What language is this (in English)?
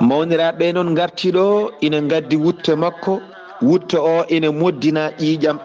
Fula